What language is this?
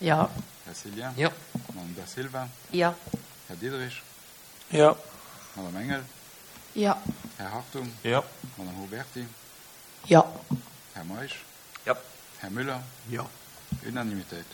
Luxembourgish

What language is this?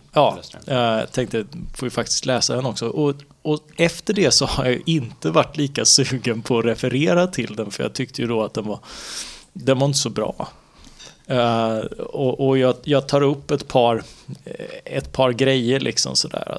Swedish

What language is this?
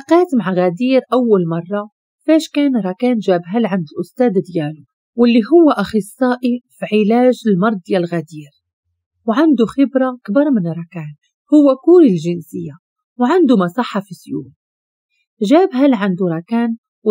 Moroccan Arabic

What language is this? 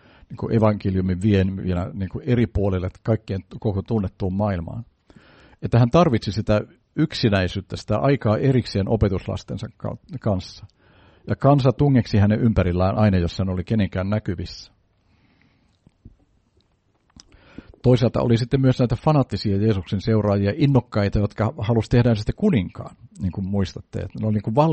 Finnish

